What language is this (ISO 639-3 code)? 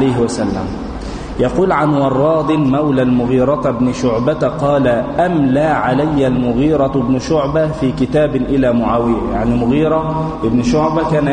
ara